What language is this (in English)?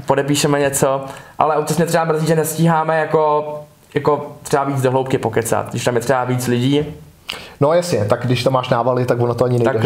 Czech